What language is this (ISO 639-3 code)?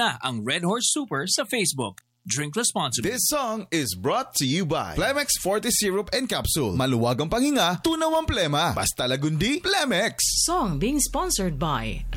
fil